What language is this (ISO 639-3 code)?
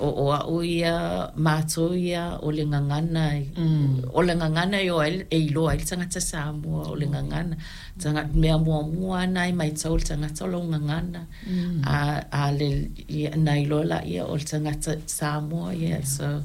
smo